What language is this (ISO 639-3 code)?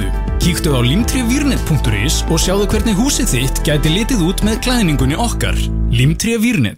isl